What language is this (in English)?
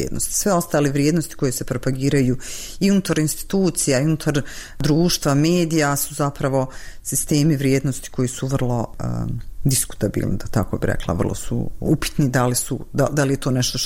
Bosnian